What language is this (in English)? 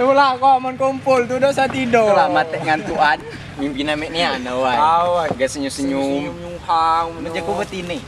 Musi